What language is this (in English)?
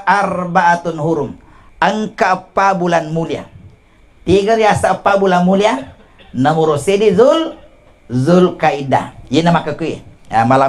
Buginese